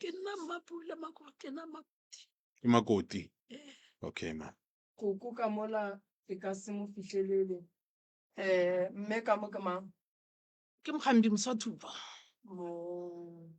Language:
Northern Sotho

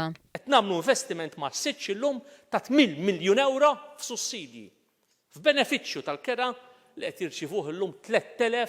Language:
Maltese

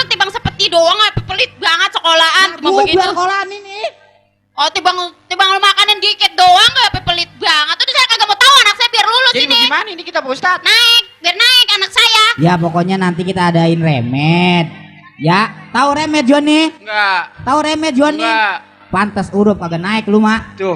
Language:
Betawi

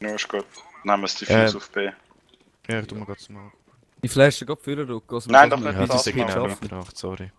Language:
Swiss German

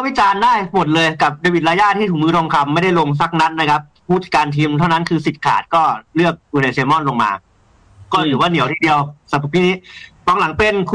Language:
Thai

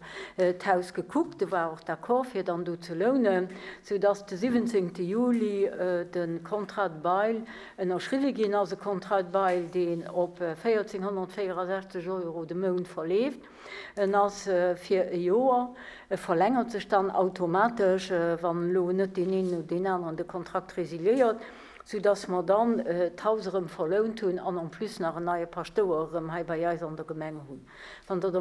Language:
Luxembourgish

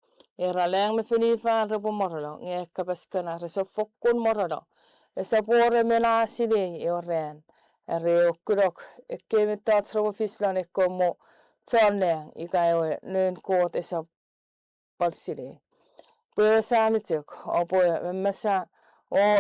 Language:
Chuukese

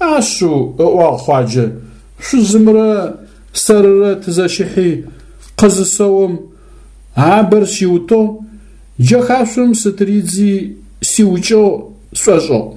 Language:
Adyghe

